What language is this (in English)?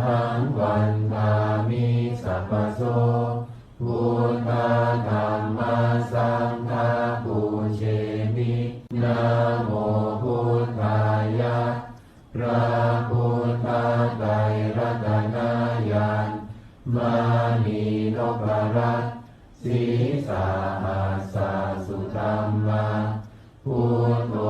Pali